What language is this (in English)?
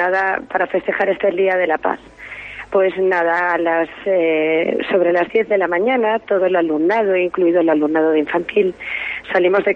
Spanish